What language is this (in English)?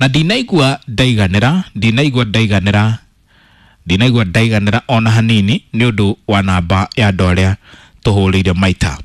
Kikuyu